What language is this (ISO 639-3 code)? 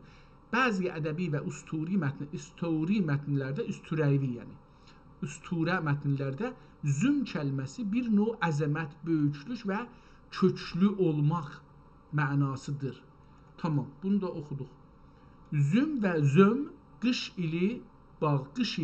azb